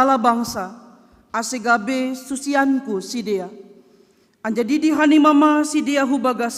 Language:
Batak Simalungun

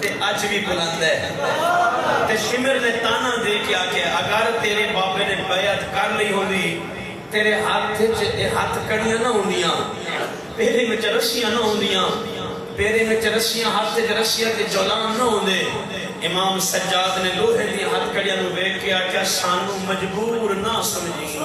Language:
Saraiki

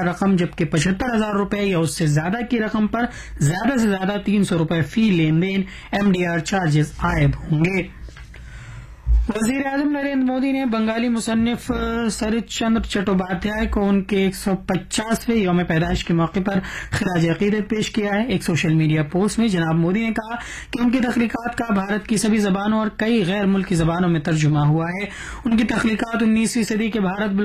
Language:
Urdu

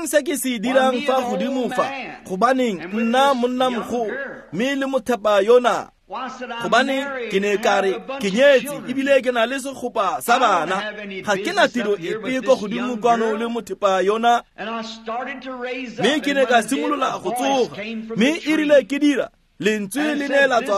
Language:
Tswana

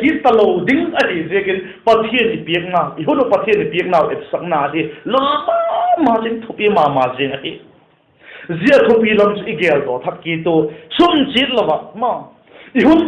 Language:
Vaiphei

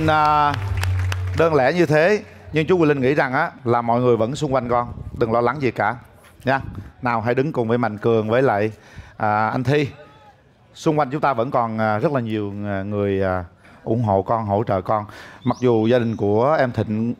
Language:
Vietnamese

